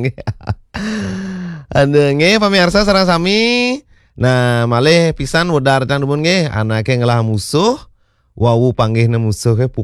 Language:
Balinese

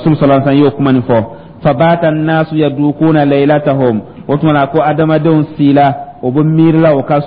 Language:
Dyula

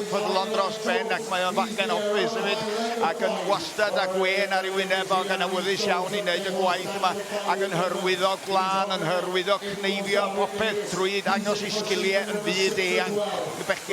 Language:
Welsh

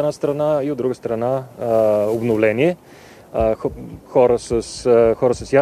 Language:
Bulgarian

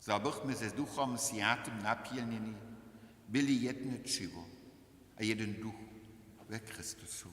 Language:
Upper Sorbian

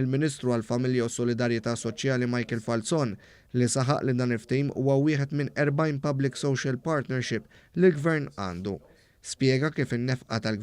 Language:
Maltese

